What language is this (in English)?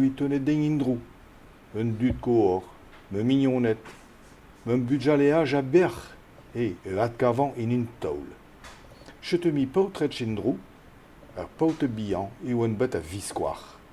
Breton